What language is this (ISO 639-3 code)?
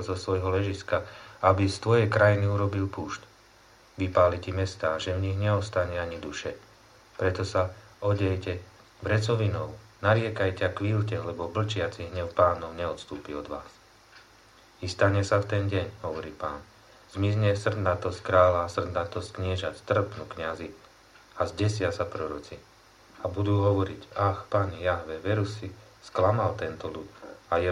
slk